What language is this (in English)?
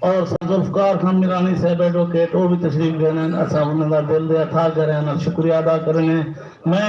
Saraiki